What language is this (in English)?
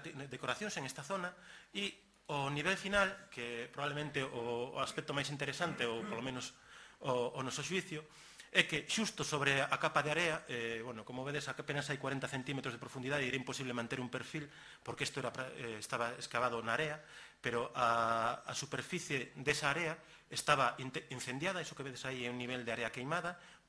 Galician